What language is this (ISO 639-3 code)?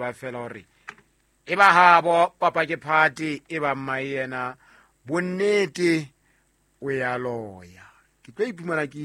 sot